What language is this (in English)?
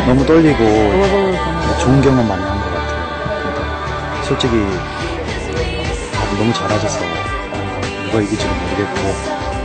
Korean